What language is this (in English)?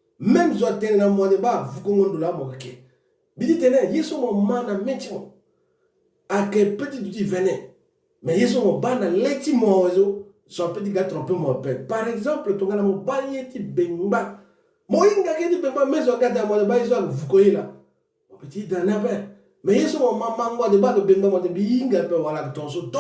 Sango